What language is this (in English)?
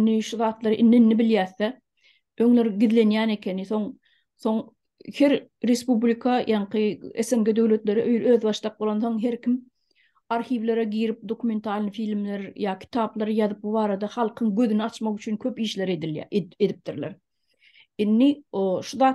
Turkmen